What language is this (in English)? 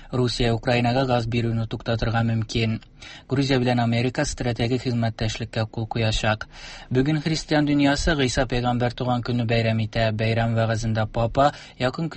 Tatar